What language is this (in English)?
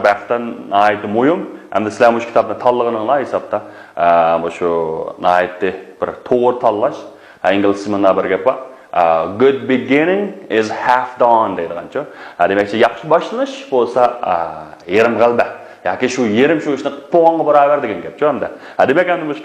Uyghur